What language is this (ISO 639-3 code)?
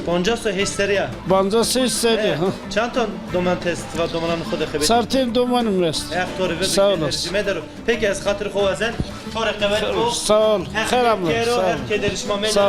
zza